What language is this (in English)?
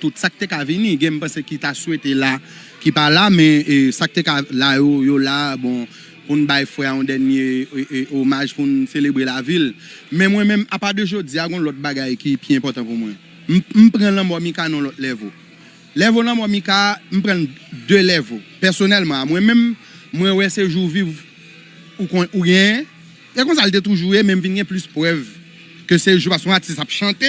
Haitian Creole